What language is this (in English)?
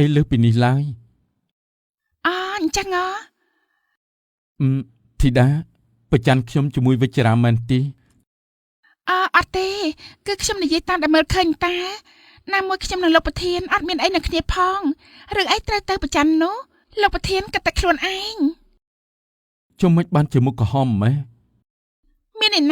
Khmer